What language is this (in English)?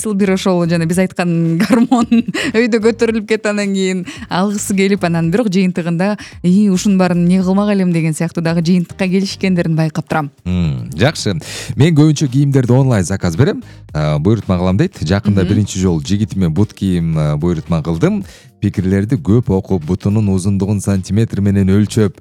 Kyrgyz